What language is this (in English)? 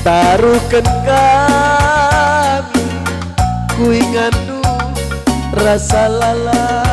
Batak Karo